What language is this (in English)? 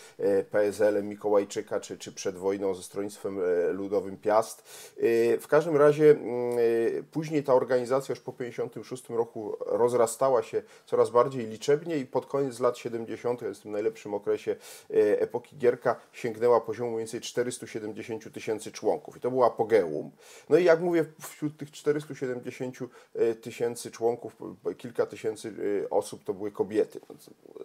Polish